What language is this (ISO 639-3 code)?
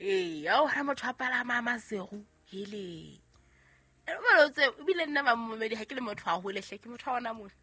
sot